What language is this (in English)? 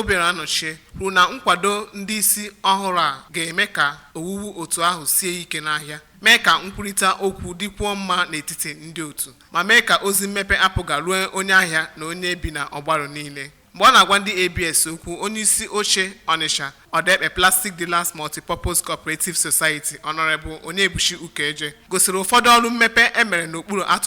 Igbo